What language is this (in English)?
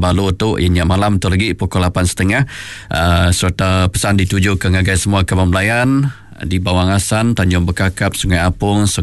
Iban